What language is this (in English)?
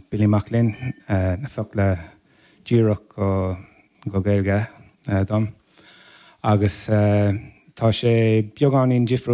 Irish